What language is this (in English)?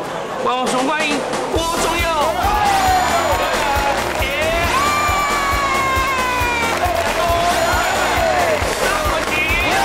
Chinese